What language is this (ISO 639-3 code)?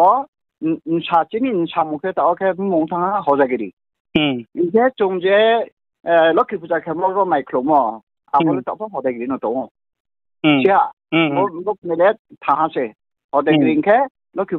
ria